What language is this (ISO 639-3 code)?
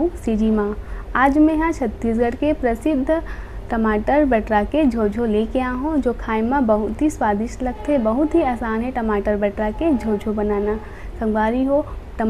hne